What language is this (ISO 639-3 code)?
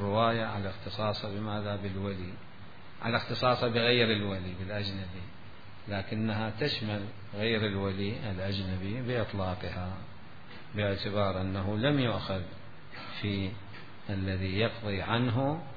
acm